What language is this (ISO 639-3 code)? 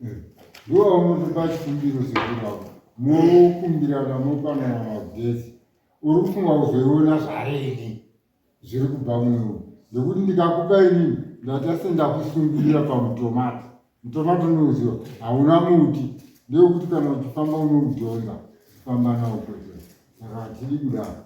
sna